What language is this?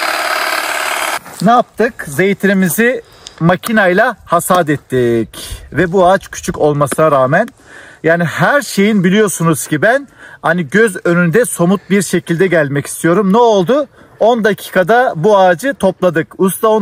Turkish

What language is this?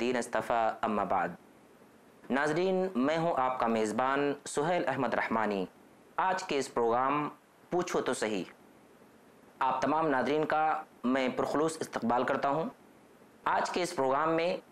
Urdu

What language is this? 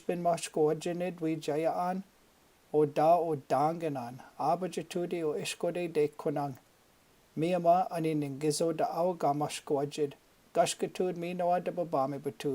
Chippewa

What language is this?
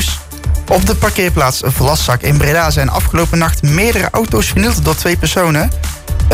Dutch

